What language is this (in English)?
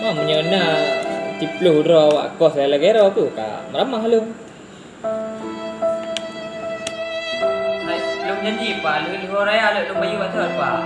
Achinese